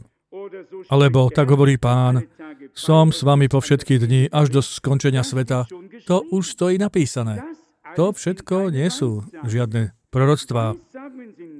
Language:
Slovak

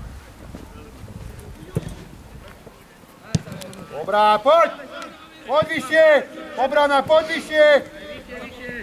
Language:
Slovak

